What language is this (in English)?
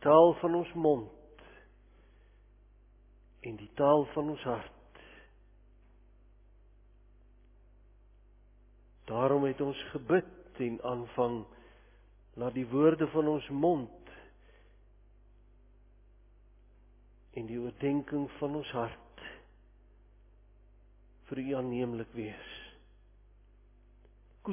Afrikaans